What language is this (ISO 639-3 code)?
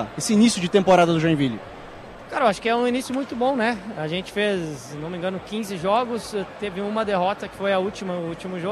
por